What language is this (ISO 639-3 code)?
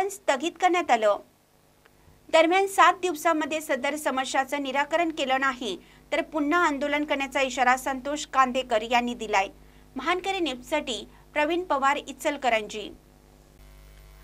mar